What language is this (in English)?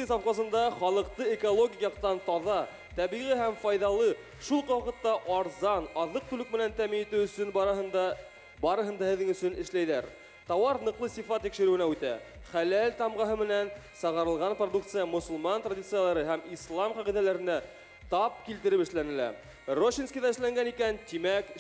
Bashkir